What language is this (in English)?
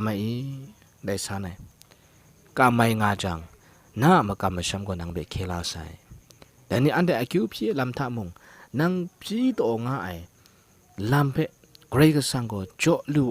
Kachin